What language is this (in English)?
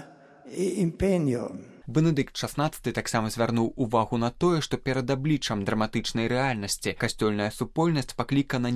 Belarusian